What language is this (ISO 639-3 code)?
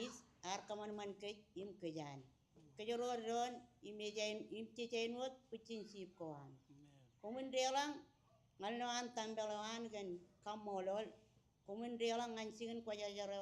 mah